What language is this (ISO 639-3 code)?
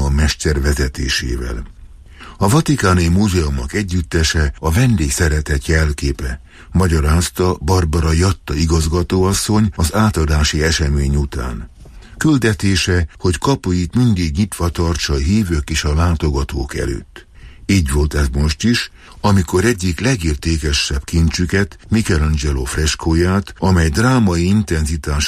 hun